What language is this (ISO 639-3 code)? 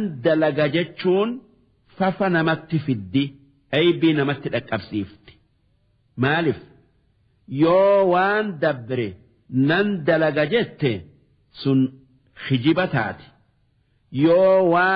orm